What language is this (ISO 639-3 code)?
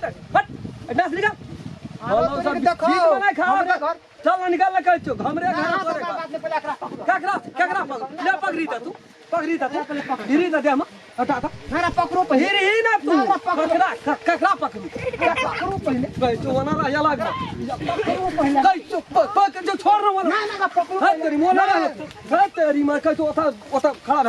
mai